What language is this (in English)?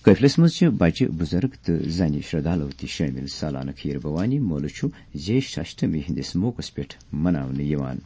Kashmiri